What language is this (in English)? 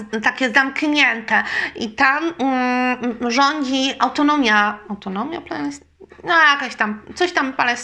Polish